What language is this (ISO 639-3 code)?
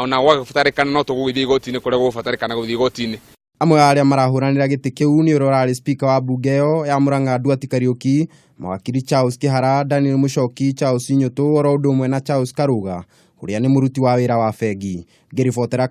kik